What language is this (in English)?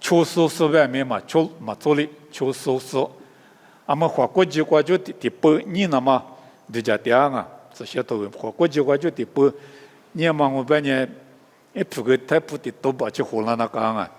Lisu